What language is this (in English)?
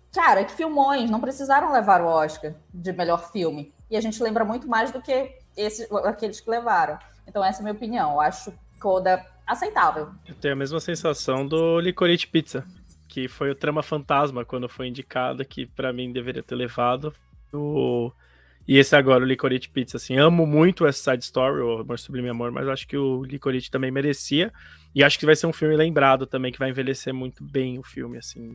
Portuguese